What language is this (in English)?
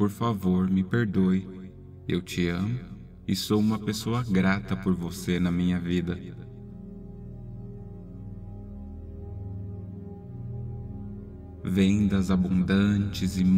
Portuguese